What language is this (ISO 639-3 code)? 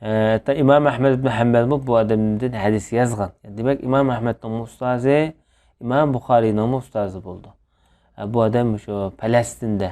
uig